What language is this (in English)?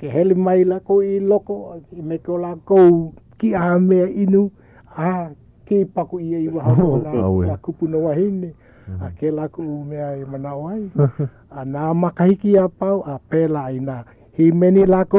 Hawaiian